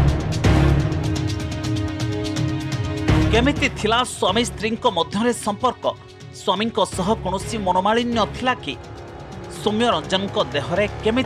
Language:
Odia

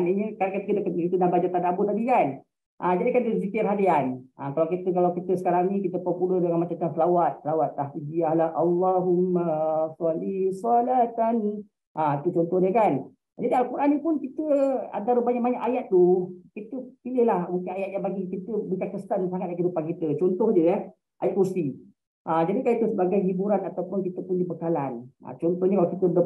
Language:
Malay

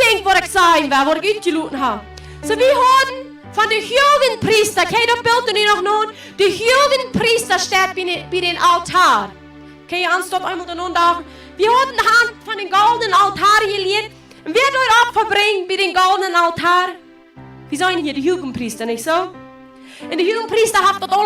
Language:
Plautdietsch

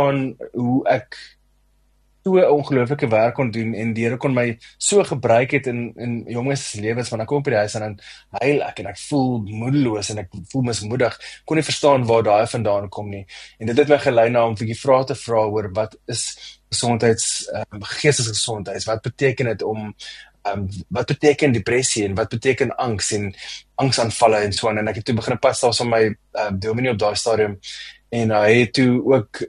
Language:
Afrikaans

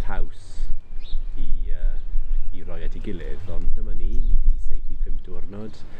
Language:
Welsh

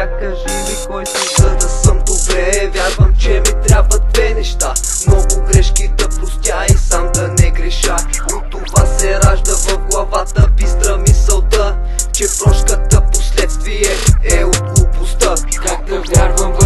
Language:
Bulgarian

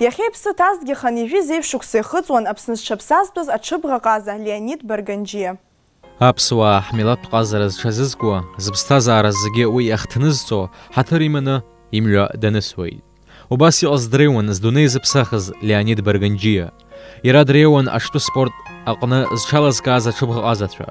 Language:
Abkhazian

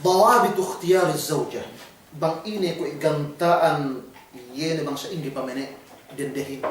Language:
Yakan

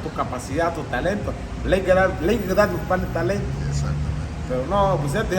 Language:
Garifuna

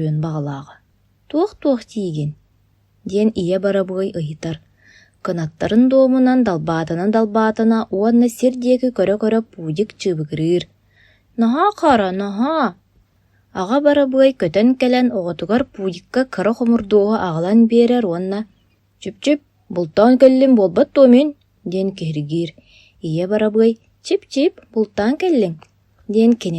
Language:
Yakut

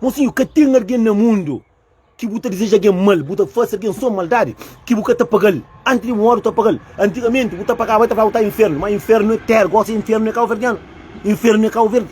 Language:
Kabuverdianu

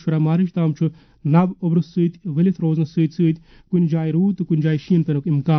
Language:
Kashmiri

